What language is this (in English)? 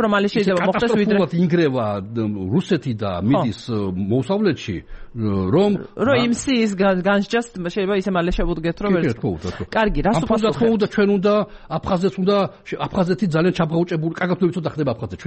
Georgian